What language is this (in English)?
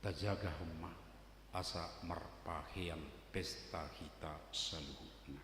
Batak Toba